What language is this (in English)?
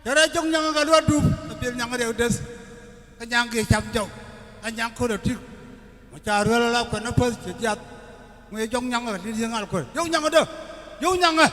Nuer